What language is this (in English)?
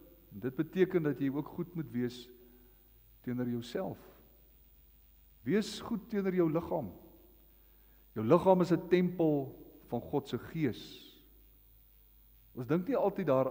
Afrikaans